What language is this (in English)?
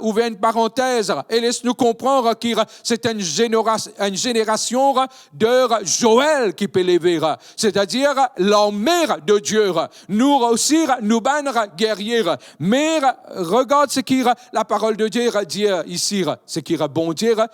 Morisyen